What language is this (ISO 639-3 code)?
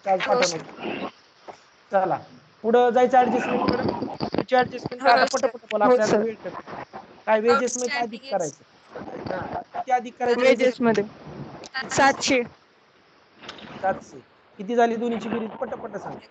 mar